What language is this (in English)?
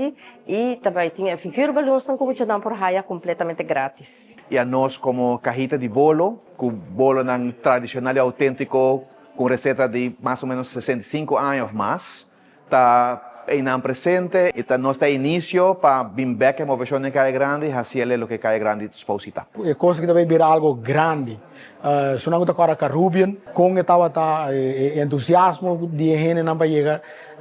Papiamento